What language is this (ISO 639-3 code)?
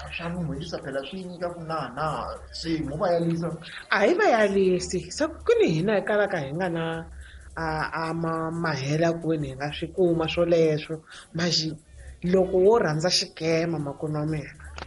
tso